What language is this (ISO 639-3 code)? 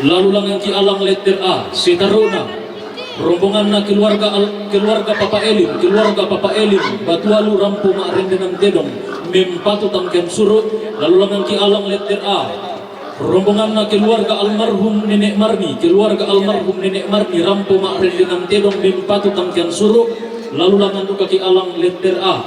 sda